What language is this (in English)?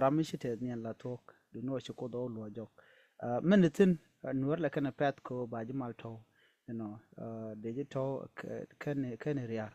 Nuer